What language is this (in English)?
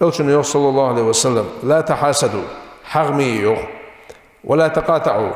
Ingush